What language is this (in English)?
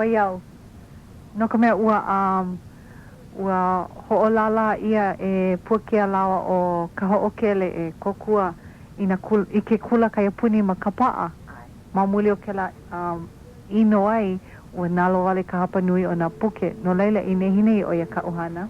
Hawaiian